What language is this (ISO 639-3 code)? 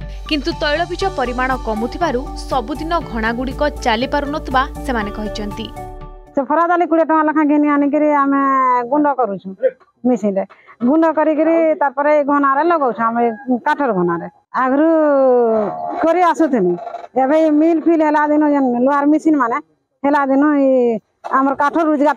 ori